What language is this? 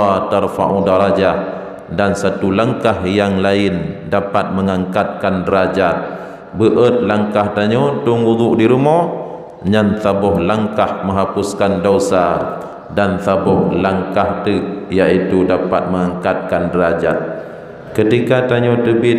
Achinese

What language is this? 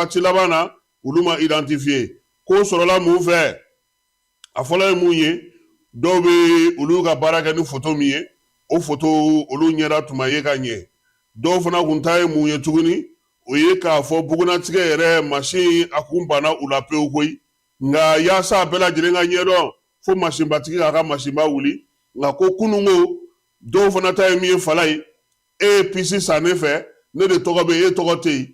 Bambara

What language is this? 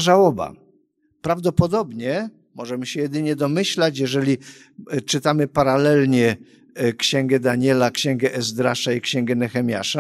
Polish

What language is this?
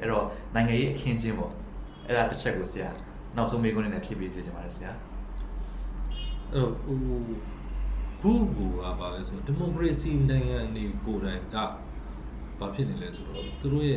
Burmese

